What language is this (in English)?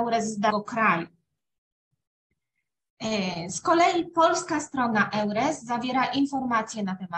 Polish